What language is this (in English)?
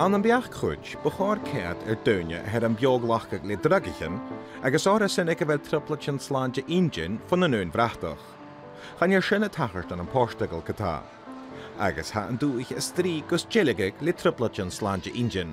Scottish Gaelic